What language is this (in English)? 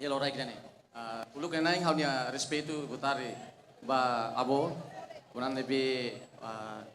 Tetum